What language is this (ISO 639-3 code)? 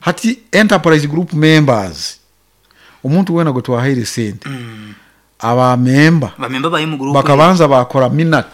nyn